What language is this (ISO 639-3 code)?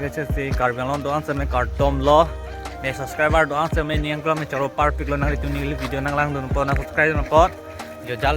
mjw